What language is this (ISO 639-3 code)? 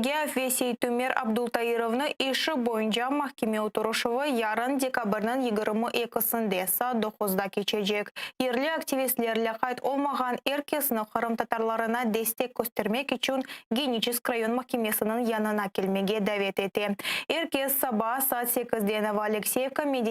crh